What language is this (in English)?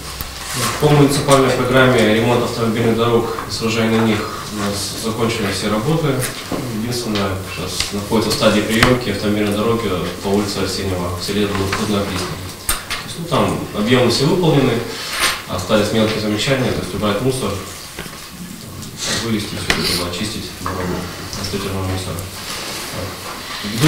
Russian